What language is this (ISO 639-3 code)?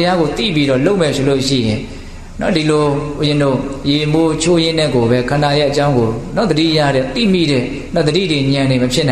mya